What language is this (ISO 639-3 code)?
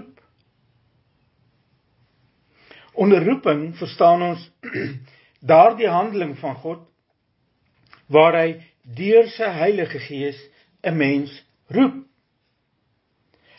afr